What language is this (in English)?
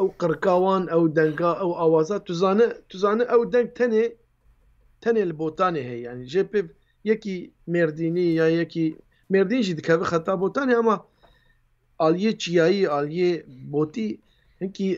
Kurdish